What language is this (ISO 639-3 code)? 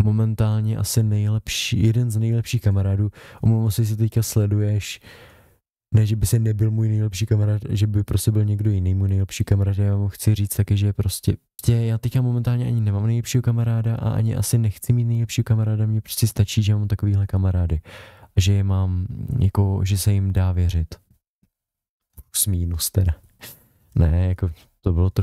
ces